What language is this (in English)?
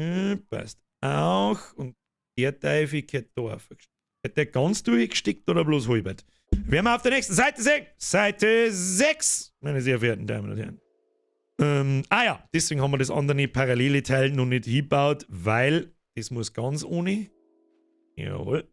Bavarian